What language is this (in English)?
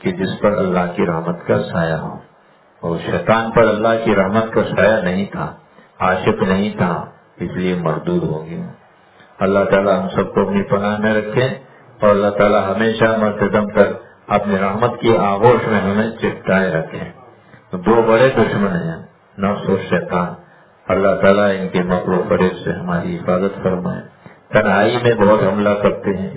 Urdu